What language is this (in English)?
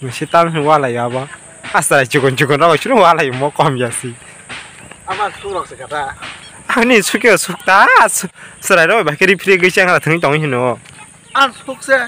Kok Borok